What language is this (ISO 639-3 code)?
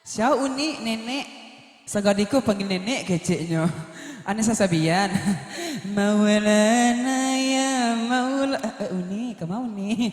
min